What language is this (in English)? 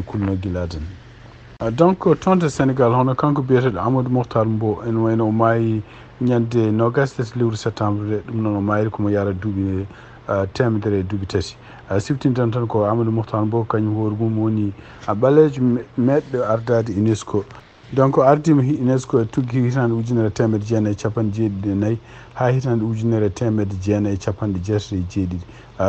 Fula